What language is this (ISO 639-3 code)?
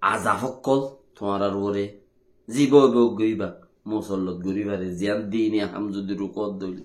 rhg